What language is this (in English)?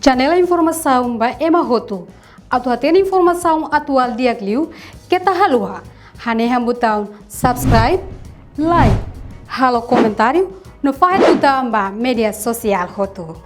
Tetum